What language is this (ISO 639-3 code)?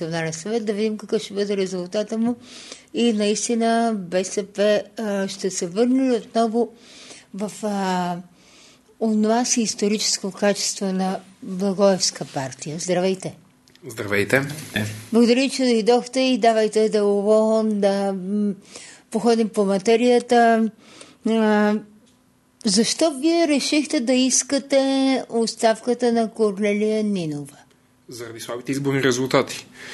bul